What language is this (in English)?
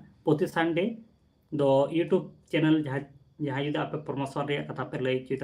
Santali